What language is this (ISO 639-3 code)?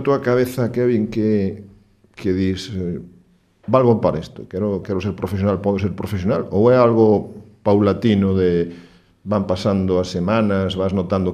glg